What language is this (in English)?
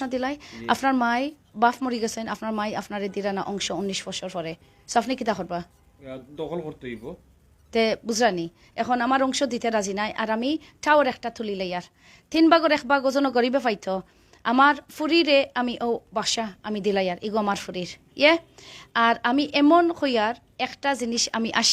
Sylheti